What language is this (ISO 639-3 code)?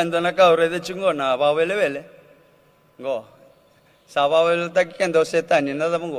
fij